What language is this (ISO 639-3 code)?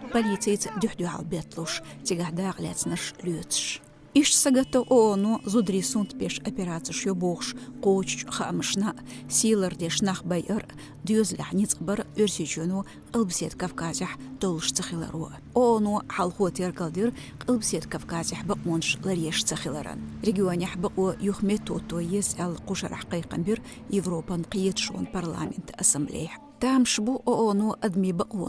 che